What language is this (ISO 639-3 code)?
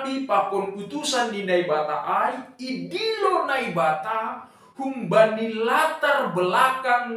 bts